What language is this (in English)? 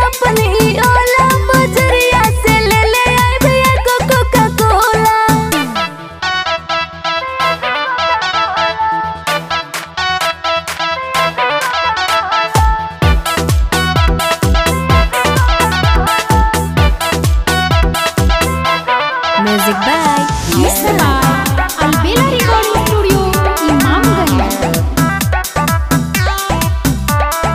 Bhojpuri